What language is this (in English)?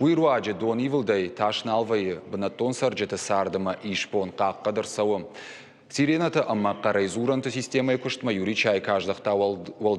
Ossetic